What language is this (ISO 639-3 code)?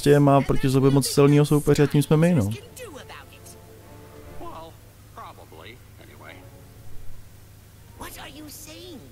ces